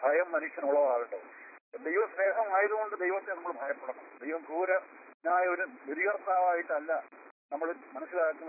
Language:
Malayalam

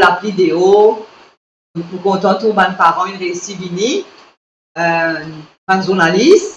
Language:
Morisyen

